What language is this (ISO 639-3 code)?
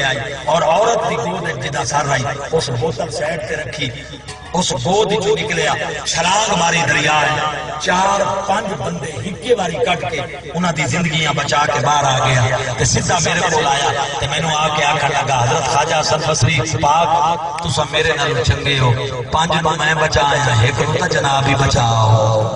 skr